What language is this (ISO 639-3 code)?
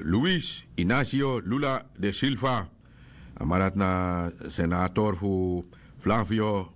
srn